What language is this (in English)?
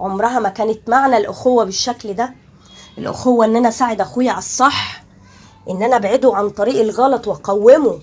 Egyptian Arabic